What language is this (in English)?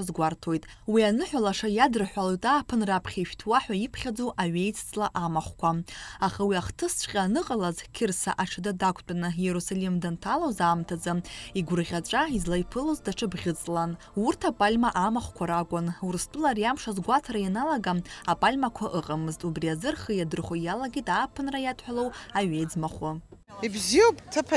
Abkhazian